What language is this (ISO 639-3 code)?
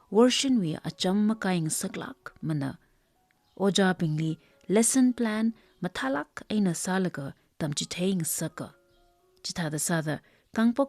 nmf